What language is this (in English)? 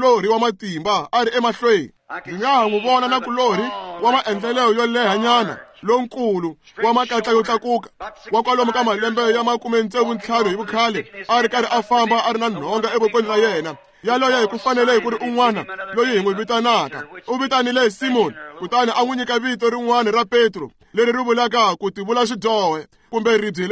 Tsonga